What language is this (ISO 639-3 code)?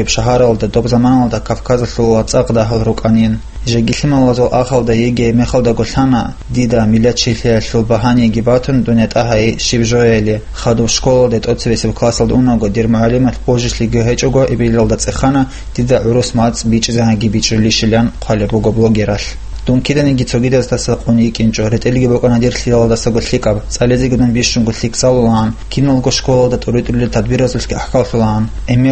ava